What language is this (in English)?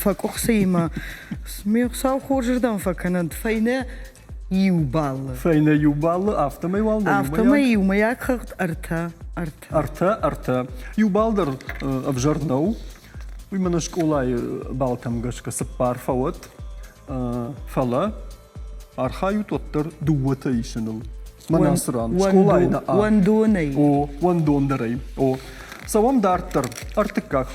Ossetic